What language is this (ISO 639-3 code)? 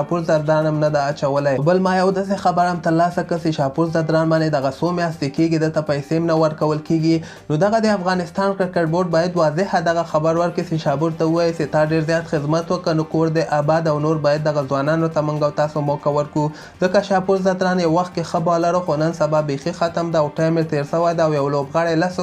pus